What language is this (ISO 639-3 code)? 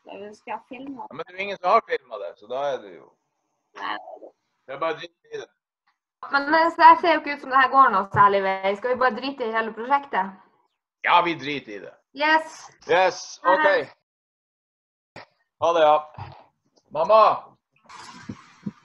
nor